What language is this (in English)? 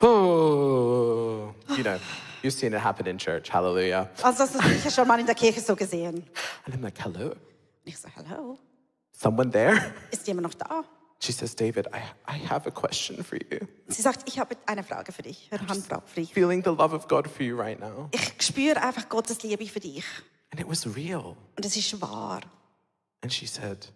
Swiss German